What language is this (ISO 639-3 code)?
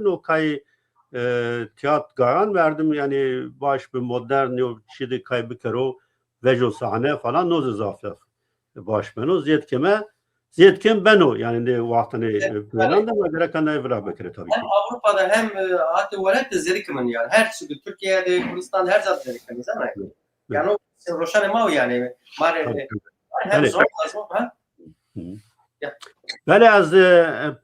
zza